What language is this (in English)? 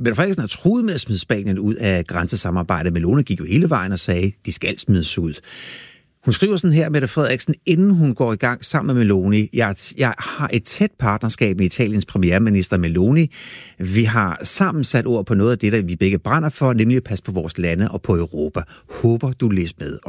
Danish